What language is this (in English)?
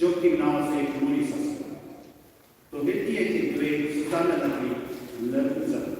Konkani